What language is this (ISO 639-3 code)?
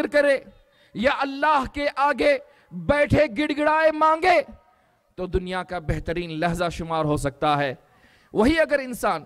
urd